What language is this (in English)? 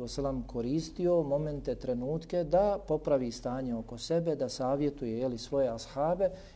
Bosnian